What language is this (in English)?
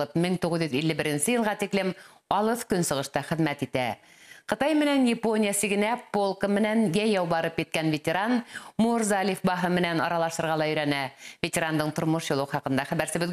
Bashkir